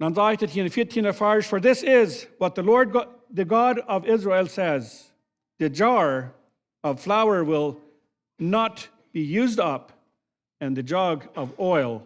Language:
Plautdietsch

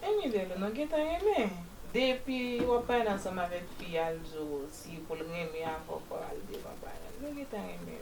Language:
Haitian Creole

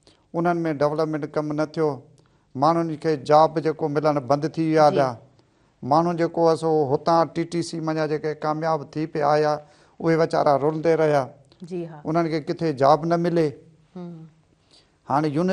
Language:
Sindhi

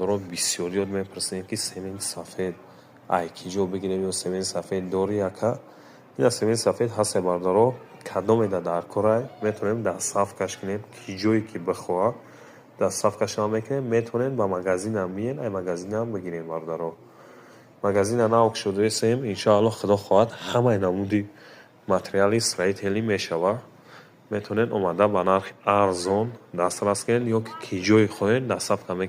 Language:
Tajik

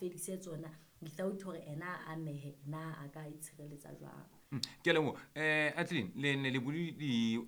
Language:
Southern Sotho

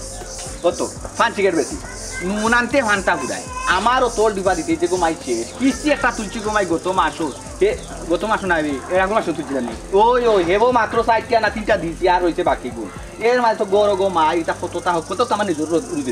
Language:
Sylheti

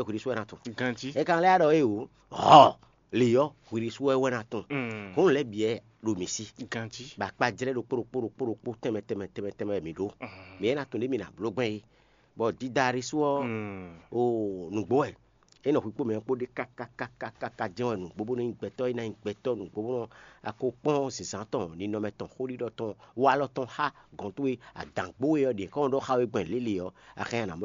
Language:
Fon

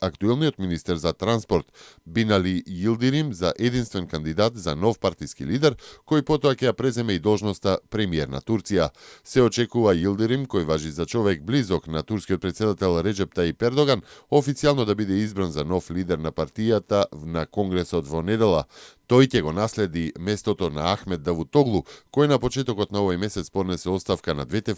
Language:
Macedonian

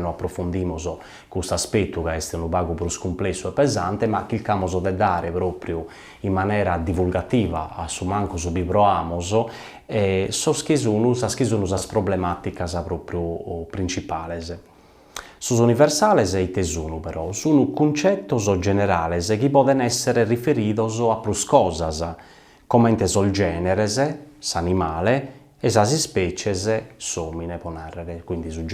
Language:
Sardinian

